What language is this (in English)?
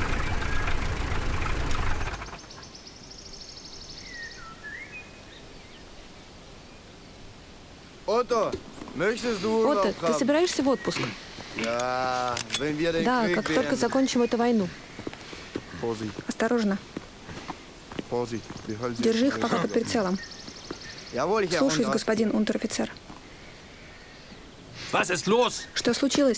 Russian